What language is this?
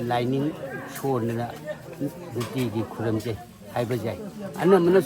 Manipuri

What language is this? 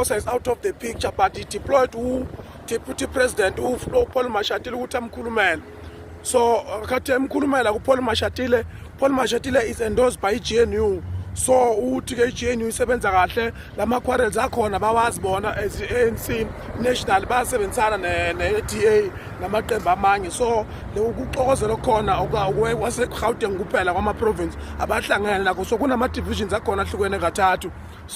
Zulu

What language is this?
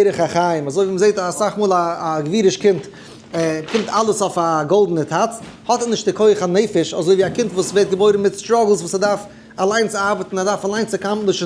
Yiddish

